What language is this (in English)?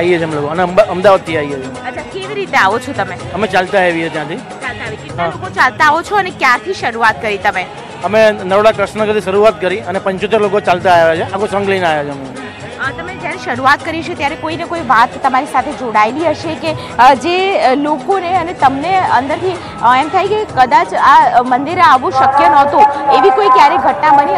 Gujarati